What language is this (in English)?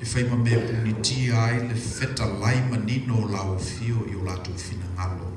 Samoan